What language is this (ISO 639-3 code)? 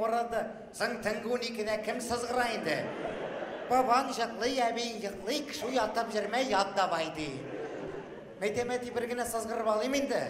tat